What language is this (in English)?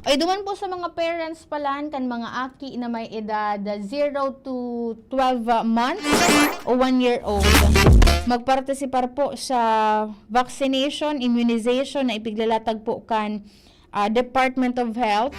Bikol